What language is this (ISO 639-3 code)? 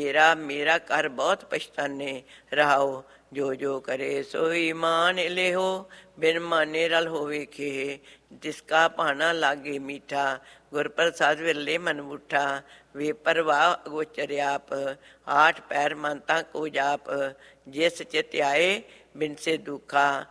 pan